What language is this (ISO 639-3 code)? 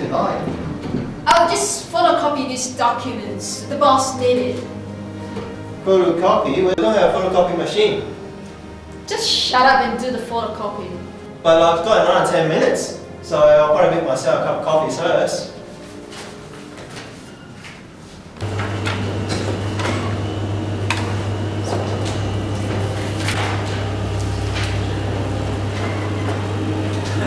eng